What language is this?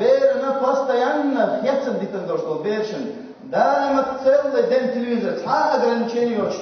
Chechen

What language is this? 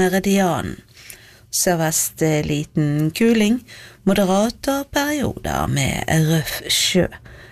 Norwegian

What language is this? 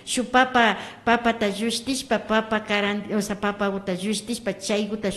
Imbabura Highland Quichua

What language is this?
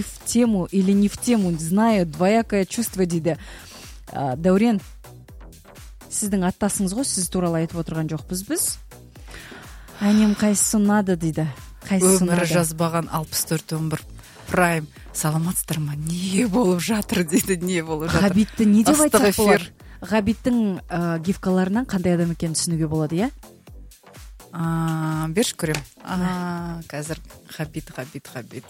Kazakh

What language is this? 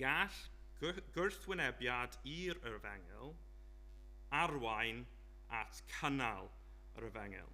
Welsh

